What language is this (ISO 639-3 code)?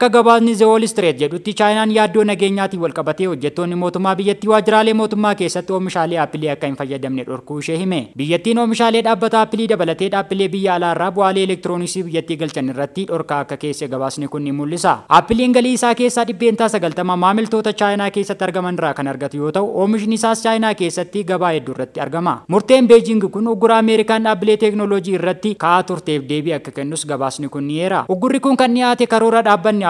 orm